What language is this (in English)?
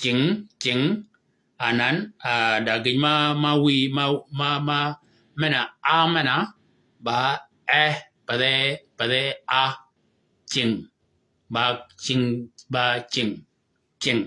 Shilluk